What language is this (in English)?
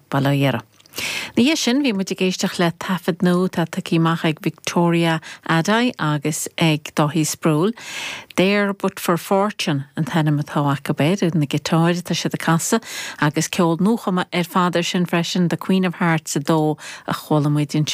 Irish